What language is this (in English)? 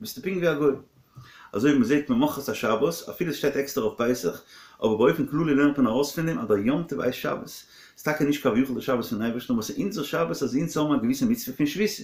Yiddish